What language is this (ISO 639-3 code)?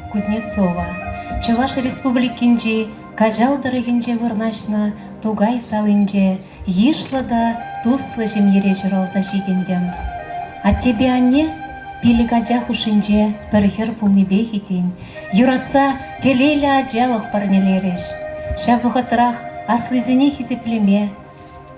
chv